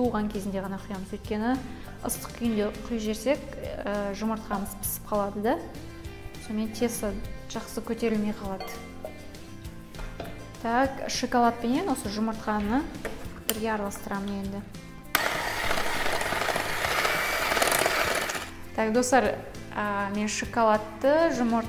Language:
Kazakh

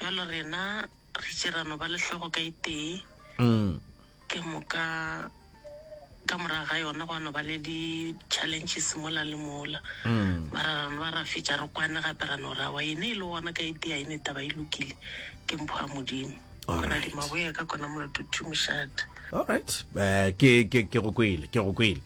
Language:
Northern Sotho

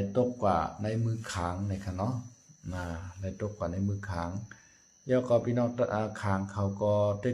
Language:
Shan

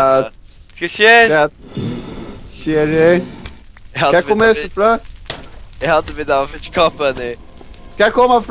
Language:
Faroese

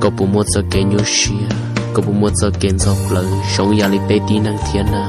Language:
Hmong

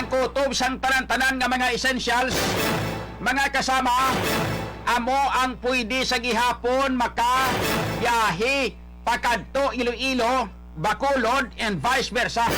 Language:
Hiligaynon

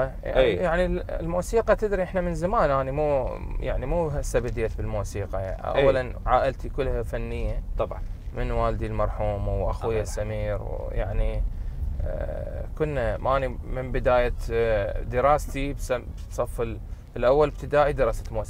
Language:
Mesopotamian Arabic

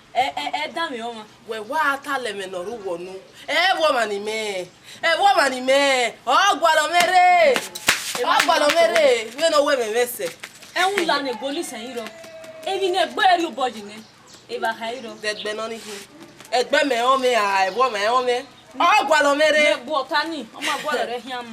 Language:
Bini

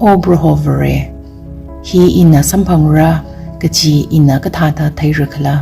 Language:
Tangkhul Naga (India)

